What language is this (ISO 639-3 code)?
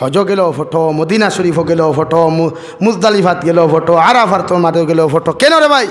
syl